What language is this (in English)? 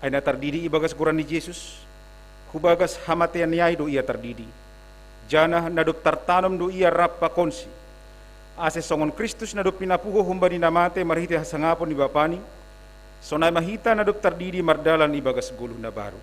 Batak Simalungun